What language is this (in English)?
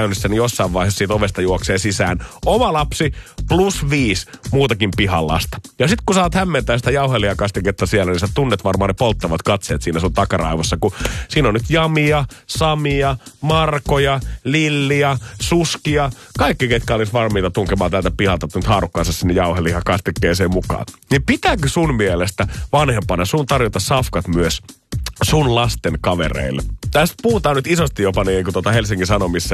Finnish